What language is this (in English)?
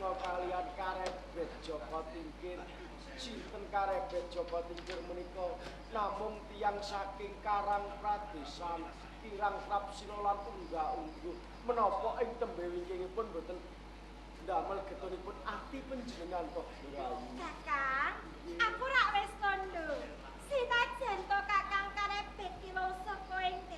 Javanese